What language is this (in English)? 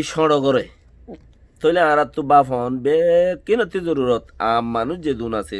Rohingya